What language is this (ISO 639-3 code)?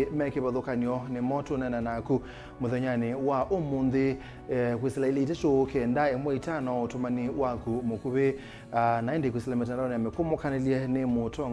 kam